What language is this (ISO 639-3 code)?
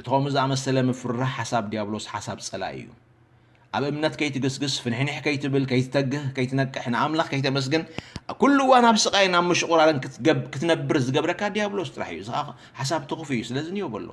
tir